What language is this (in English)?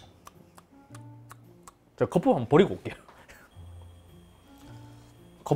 Korean